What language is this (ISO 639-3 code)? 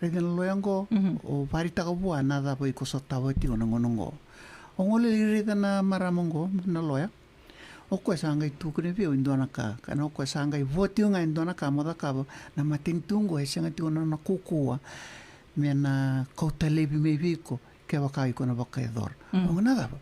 fij